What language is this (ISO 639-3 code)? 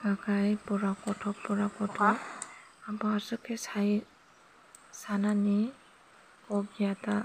trp